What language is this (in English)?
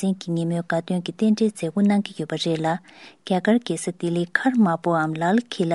Tibetan